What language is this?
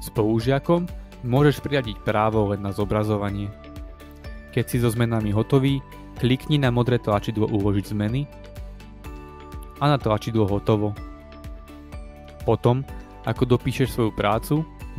Slovak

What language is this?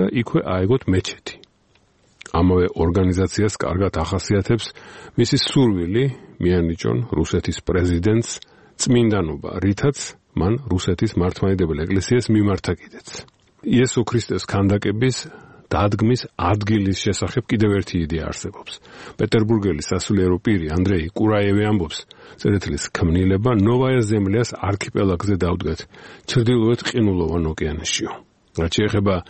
Georgian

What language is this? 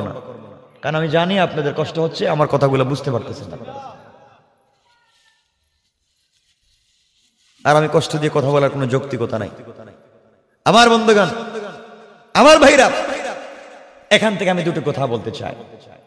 Bangla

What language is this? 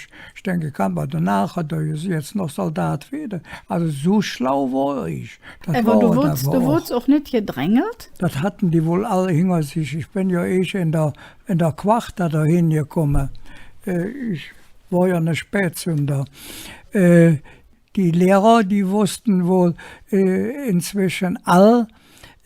Colognian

